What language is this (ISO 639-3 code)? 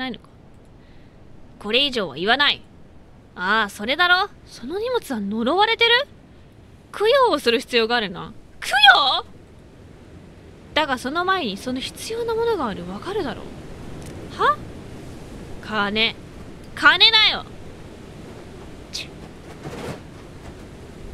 jpn